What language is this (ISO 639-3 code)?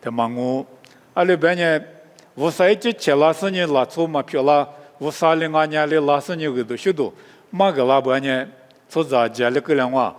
lis